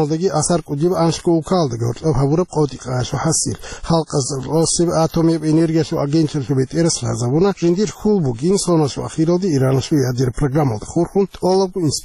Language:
Avaric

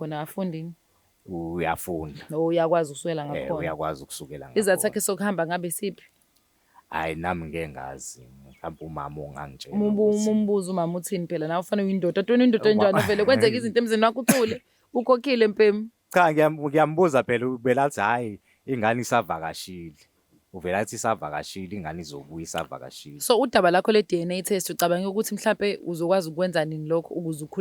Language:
Zulu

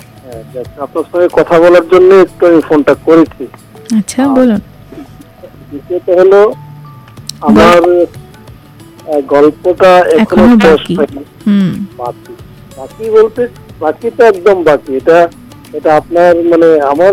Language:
Bangla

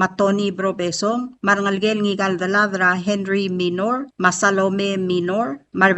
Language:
Palauan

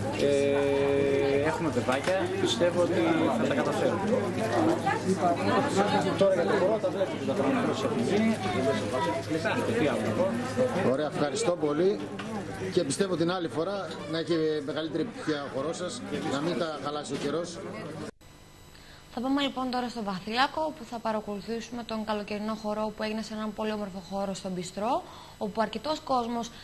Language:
Greek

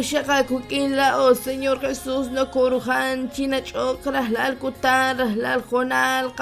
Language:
Kekchí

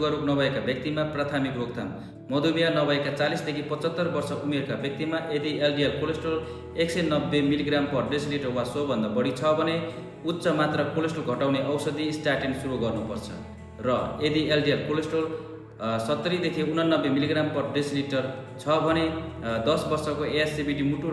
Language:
Nepali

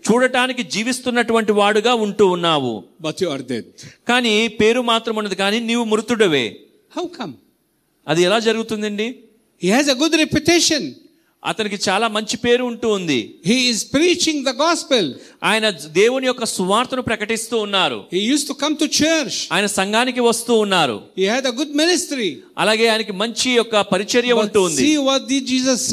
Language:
Telugu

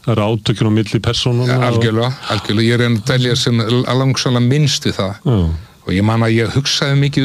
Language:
Icelandic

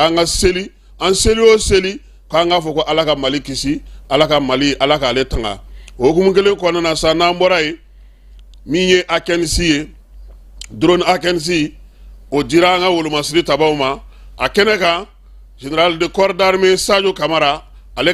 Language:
Bambara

